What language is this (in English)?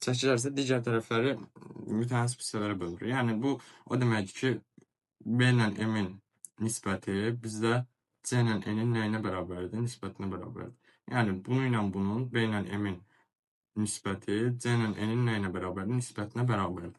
Azerbaijani